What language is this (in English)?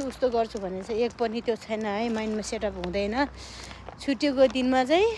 Nepali